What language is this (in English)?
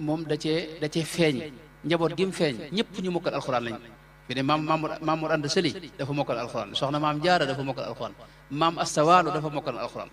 Wolof